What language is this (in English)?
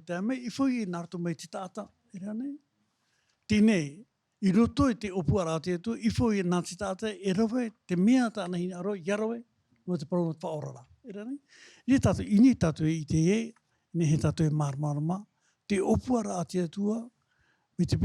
Tahitian